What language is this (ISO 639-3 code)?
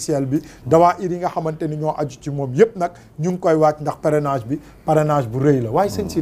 wol